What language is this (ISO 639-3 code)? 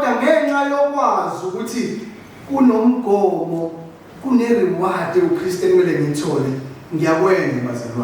zul